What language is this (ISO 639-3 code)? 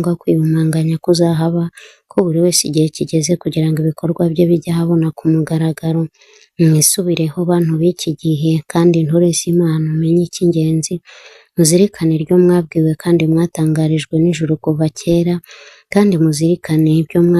kin